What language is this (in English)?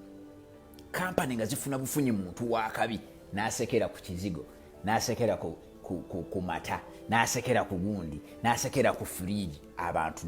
Ganda